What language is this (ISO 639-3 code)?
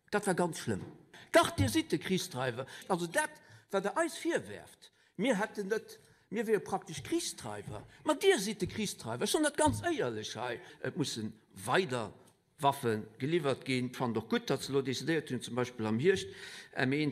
ltz